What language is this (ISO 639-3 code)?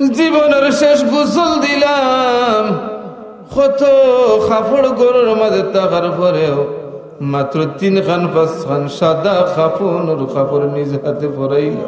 syl